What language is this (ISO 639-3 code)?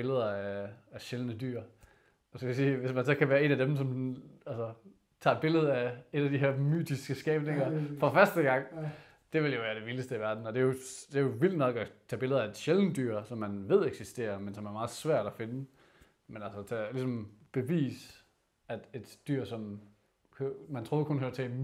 dan